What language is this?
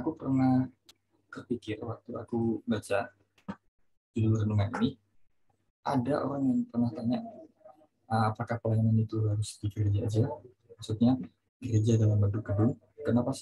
Indonesian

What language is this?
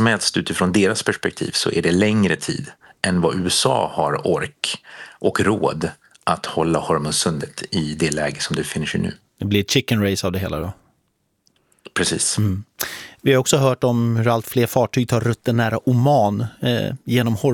Swedish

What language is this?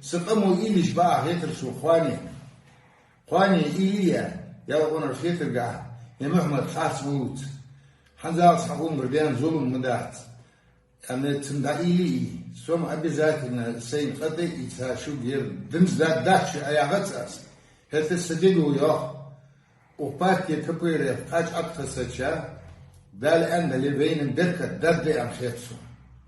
Ingush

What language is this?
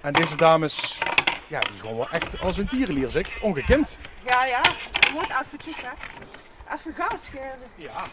Limburgish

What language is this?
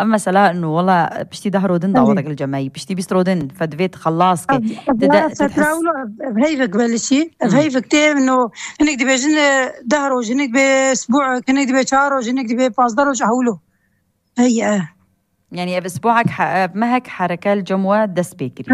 Kurdish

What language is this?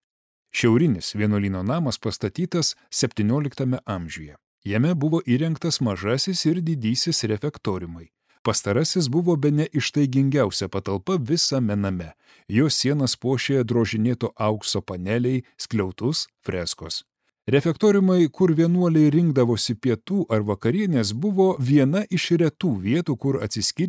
Lithuanian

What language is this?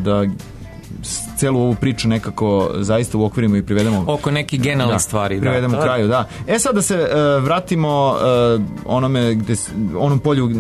Serbian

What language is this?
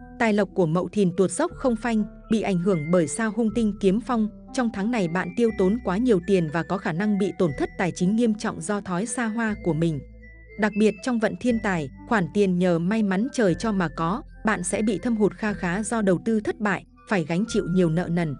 Vietnamese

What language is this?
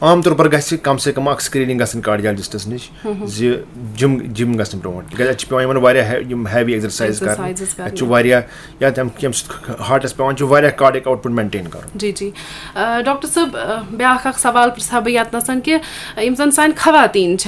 Kashmiri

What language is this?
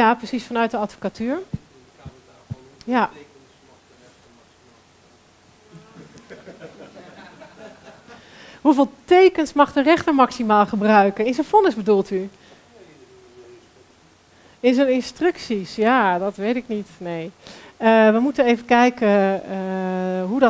Dutch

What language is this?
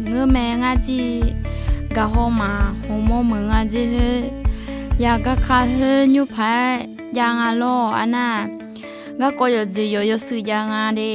Akha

